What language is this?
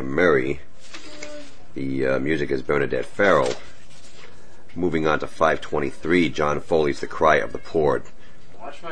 English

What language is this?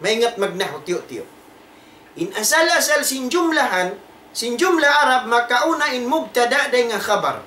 Tausug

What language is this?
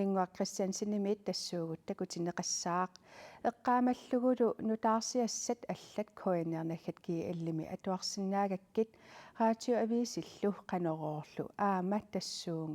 Kalaallisut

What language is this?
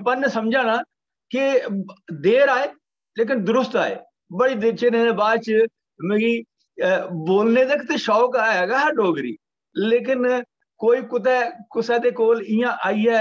Dogri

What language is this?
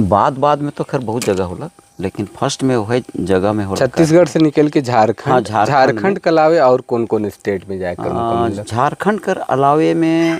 Sadri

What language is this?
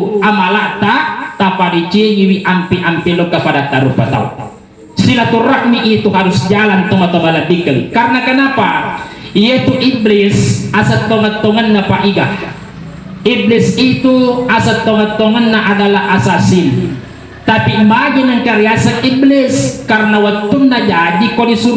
Buginese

